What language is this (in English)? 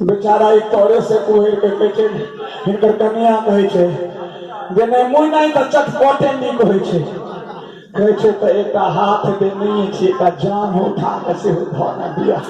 Maithili